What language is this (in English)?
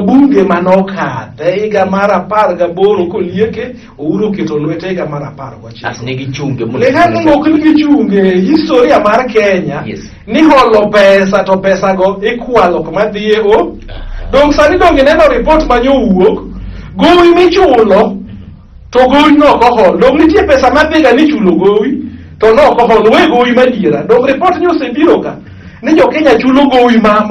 Luo (Kenya and Tanzania)